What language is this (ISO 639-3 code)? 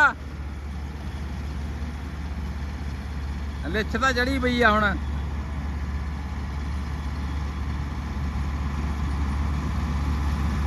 pan